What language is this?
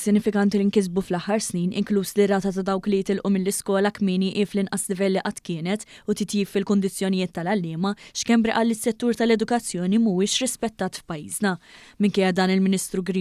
Maltese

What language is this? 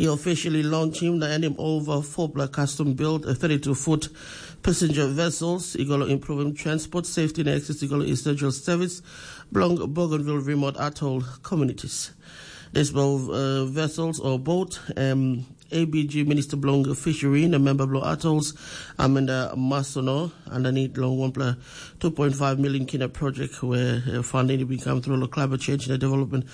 Tok Pisin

